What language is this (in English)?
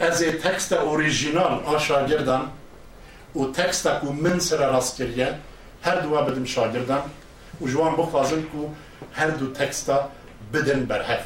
Kurdish